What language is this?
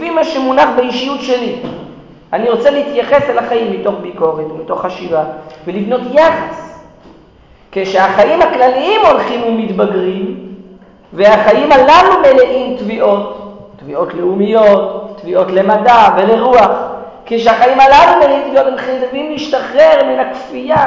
Hebrew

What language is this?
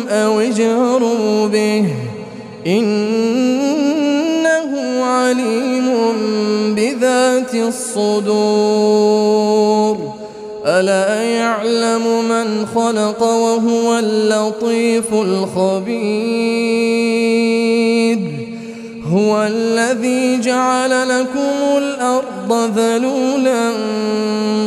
Arabic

